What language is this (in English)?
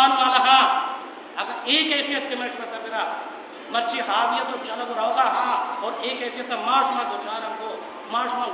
Baluchi